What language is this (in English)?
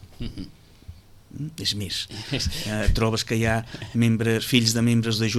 Catalan